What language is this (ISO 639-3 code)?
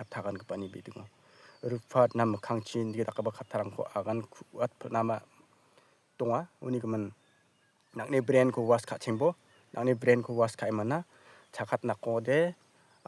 grt